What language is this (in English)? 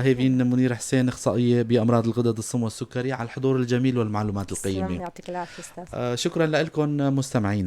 North Levantine Arabic